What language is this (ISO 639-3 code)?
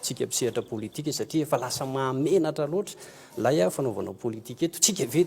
mlg